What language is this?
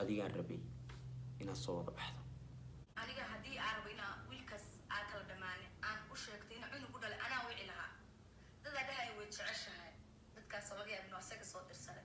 Somali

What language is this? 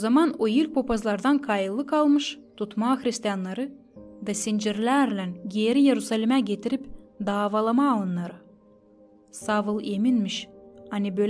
Gagauz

